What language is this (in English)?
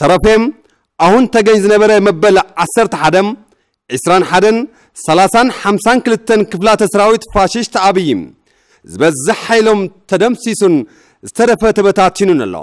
Tigrinya